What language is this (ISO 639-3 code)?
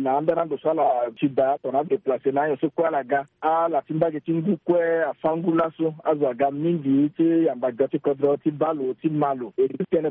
sag